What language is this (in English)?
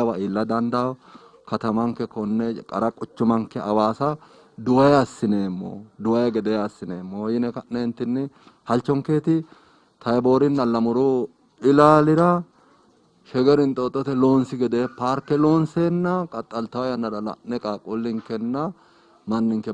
Sidamo